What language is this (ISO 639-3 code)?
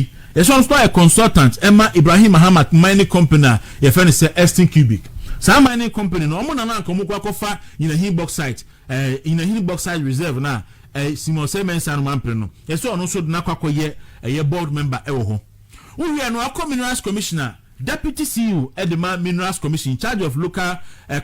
aka